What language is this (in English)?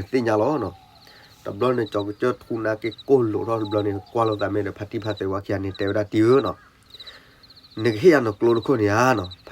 S'gaw Karen